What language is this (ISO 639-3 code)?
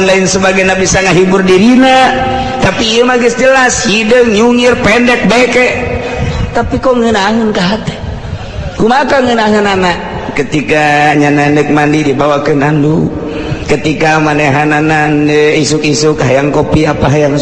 sun